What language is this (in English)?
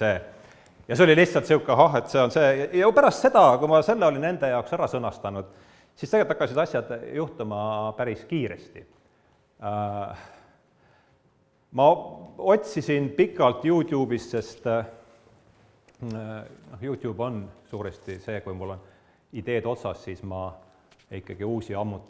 Estonian